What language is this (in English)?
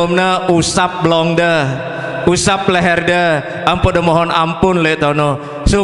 Sasak